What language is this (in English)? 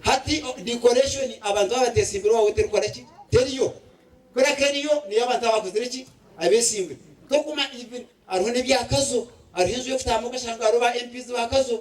Nyankole